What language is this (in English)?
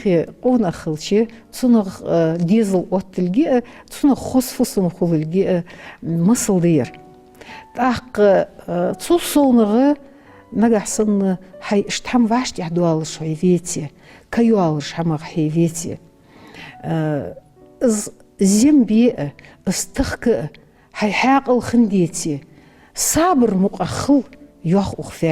Ingush